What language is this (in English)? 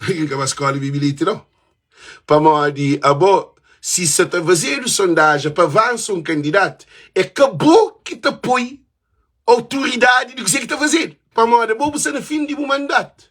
Kabuverdianu